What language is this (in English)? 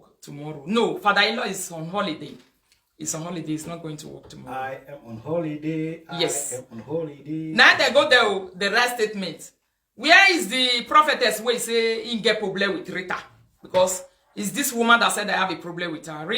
Nigerian Pidgin